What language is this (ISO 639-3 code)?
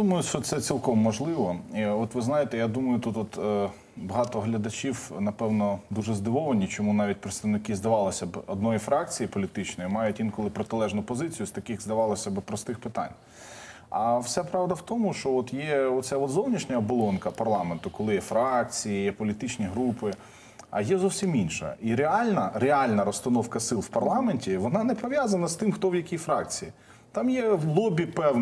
ukr